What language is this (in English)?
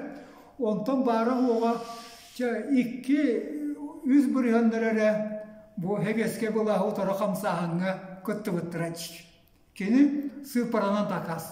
Yakut